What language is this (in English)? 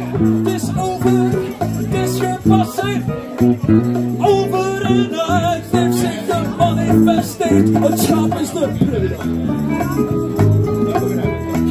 Dutch